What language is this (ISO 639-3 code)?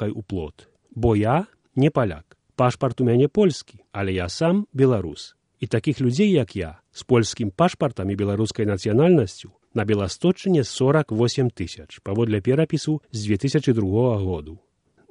bel